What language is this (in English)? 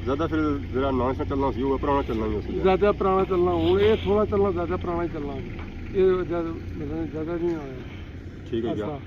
Pahari-Potwari